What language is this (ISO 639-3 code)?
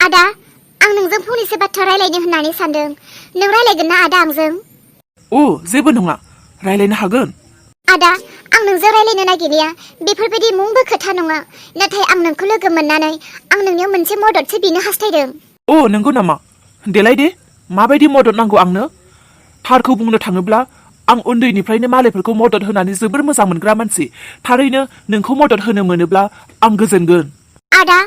brx